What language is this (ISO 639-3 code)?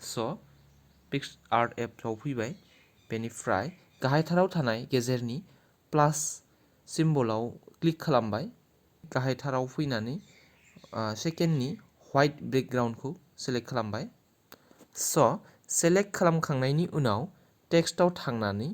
brx